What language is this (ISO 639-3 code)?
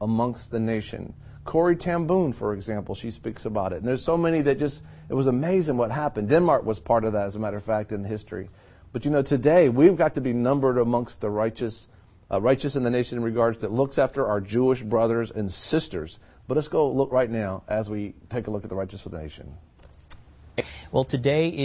eng